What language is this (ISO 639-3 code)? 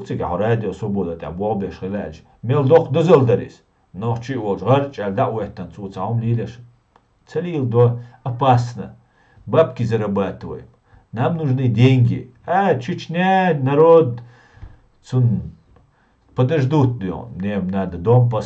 che